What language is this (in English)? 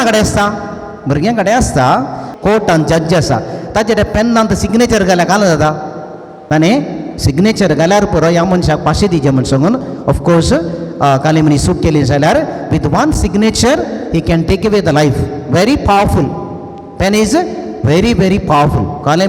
Konkani